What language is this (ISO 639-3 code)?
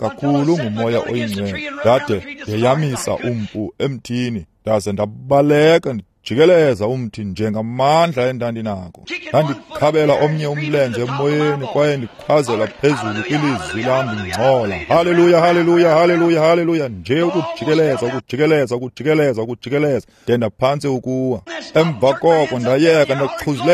xho